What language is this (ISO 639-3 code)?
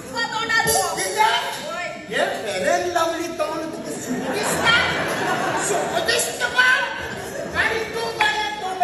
kok